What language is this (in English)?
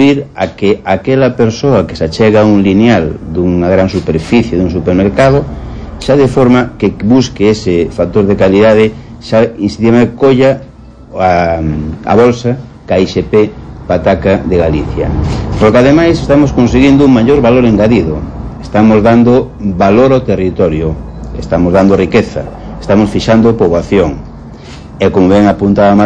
Galician